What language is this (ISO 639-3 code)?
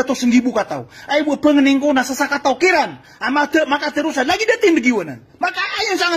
mrw